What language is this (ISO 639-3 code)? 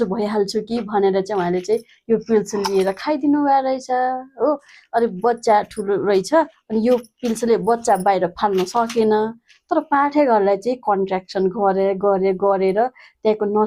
nep